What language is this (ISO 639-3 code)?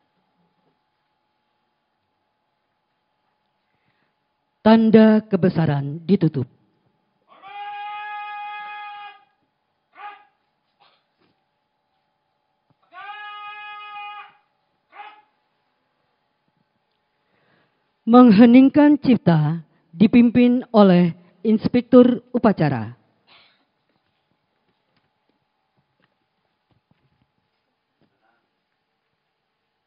ind